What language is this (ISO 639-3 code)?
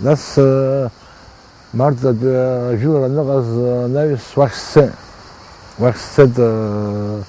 abk